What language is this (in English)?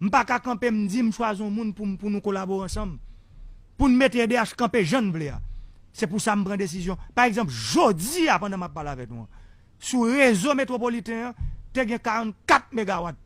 Haitian Creole